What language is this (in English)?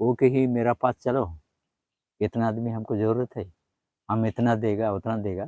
Sadri